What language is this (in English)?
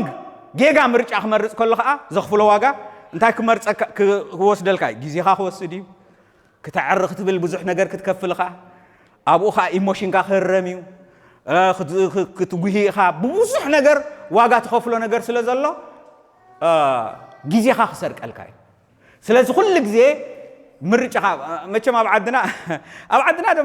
Tigrinya